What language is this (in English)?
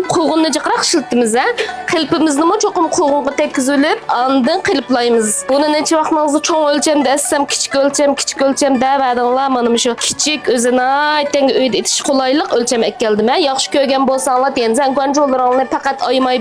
Uyghur